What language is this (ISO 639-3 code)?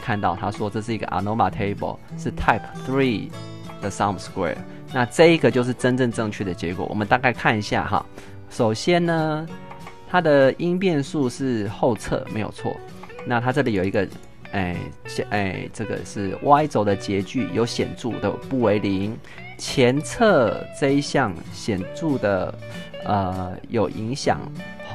zho